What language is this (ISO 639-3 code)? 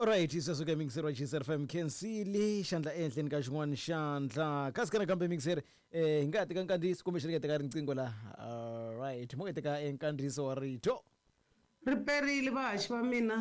tso